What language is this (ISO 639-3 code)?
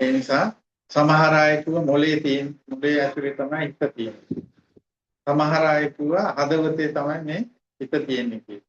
sin